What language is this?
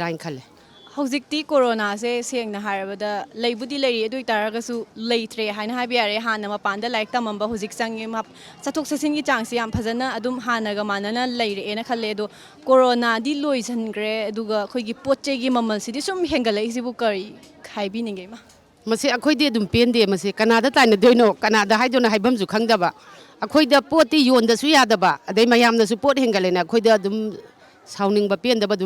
Manipuri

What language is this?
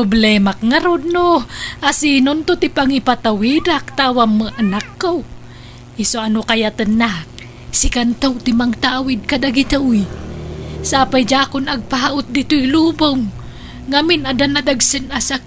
Iloko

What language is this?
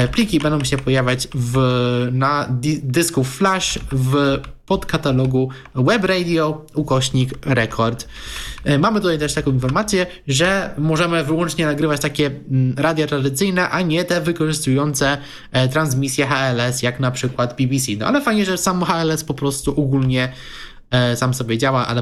Polish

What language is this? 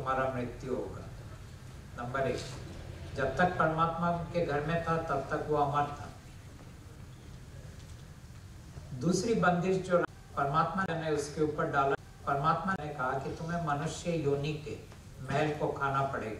Hindi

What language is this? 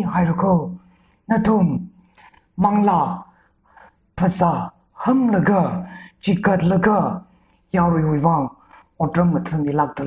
Tangkhul Naga (India)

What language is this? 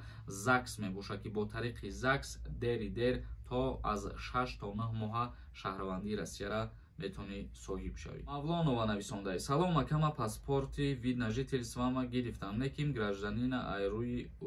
Tajik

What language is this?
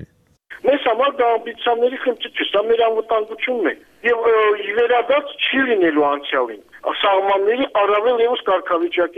Armenian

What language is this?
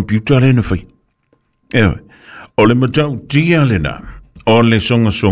Samoan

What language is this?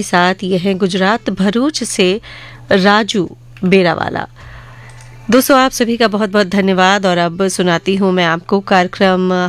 Hindi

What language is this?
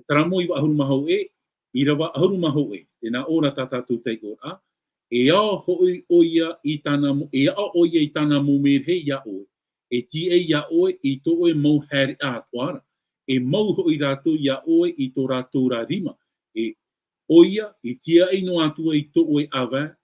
Tahitian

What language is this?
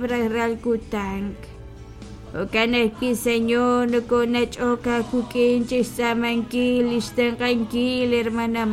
Kekchí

